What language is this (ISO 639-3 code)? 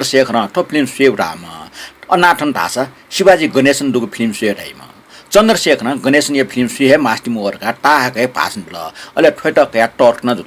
new